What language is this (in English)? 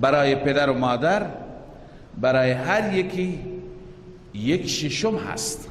Persian